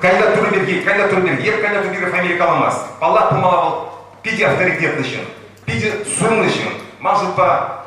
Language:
Chuvash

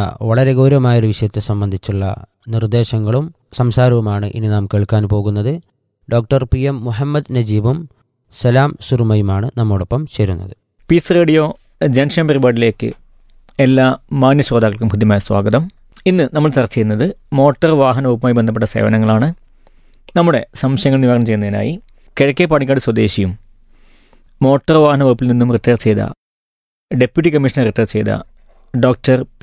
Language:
Malayalam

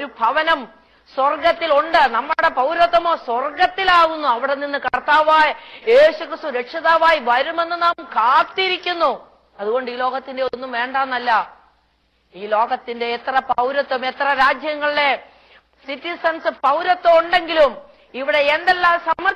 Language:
Malayalam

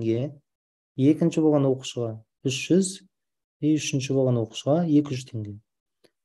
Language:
Kazakh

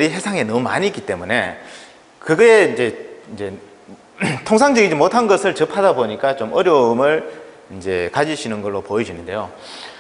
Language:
Korean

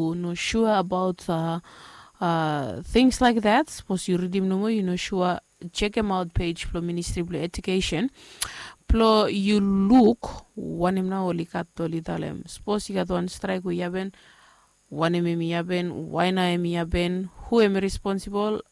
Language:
Bislama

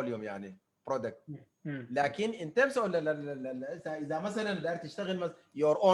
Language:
Sudanese Arabic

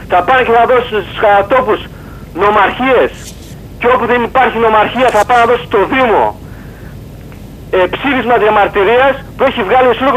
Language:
Greek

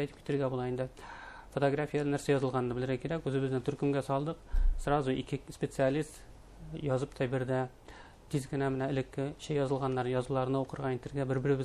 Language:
Bashkir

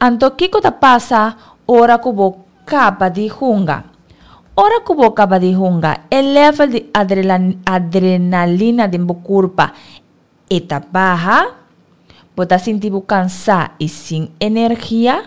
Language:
Papiamento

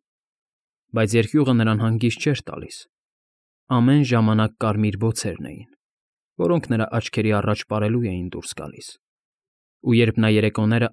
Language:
Armenian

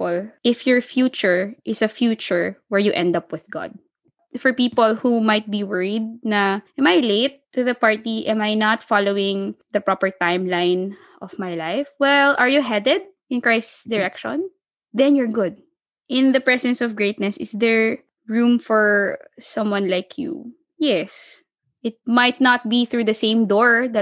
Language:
Filipino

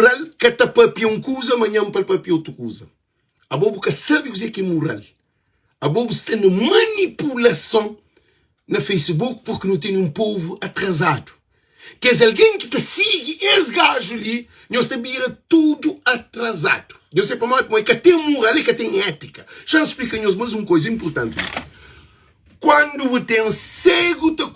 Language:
Kabuverdianu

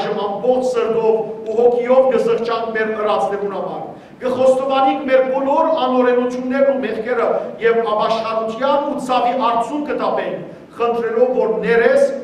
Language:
Western Armenian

